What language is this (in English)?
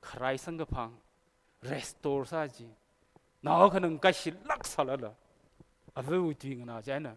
Tangkhul Naga (India)